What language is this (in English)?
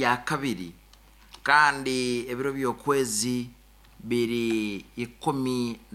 Nyoro